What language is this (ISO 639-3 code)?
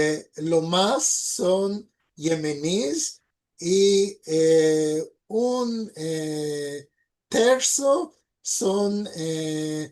lad